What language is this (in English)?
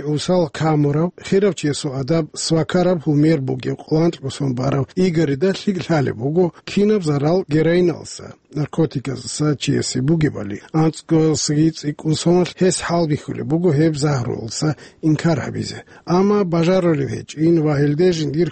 Avaric